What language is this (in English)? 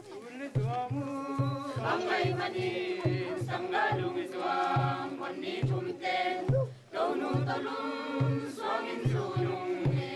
Tedim Chin